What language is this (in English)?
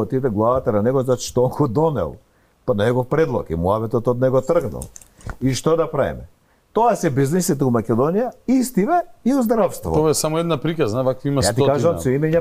Macedonian